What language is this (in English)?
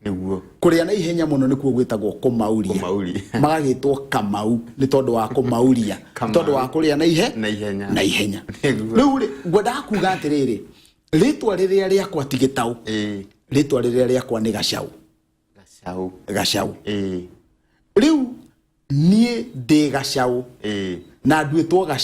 Kikuyu